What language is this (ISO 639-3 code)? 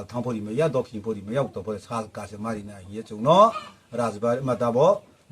ria